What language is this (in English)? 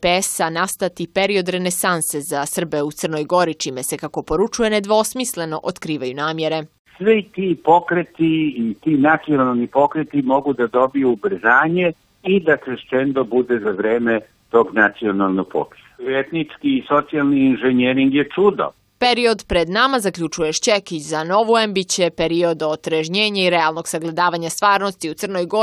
Serbian